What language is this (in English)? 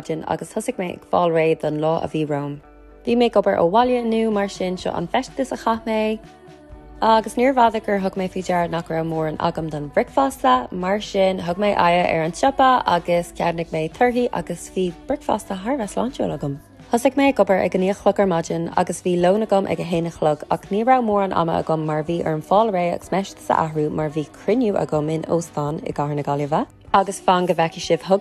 Irish